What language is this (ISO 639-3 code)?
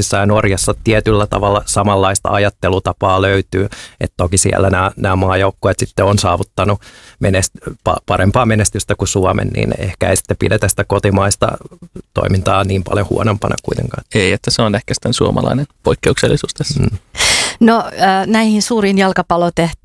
fin